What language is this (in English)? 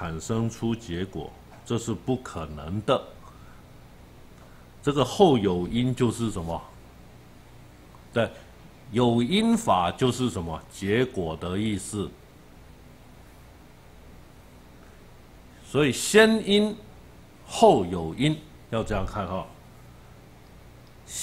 Chinese